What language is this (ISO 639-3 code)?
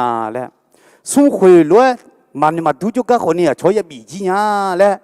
ahk